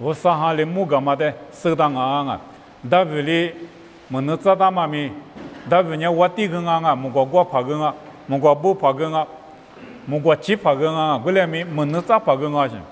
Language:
Lisu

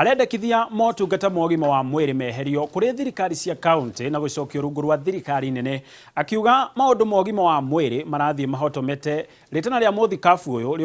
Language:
Kikuyu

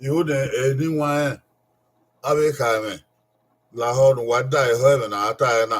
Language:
Bini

